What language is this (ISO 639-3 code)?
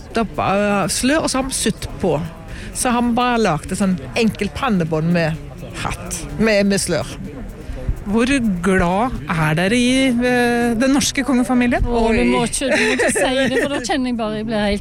nor